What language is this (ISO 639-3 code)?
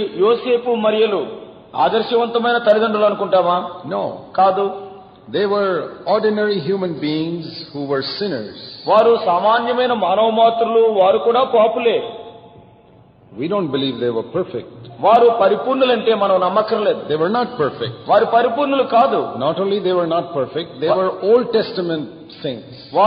tel